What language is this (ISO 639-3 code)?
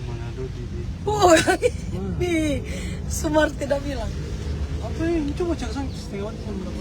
xmm